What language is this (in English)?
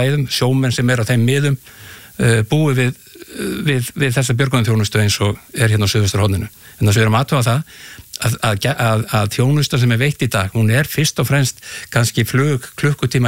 Icelandic